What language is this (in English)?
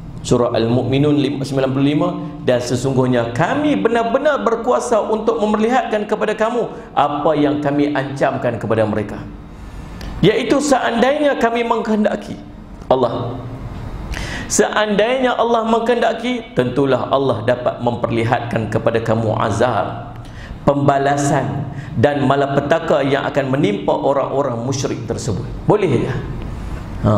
Malay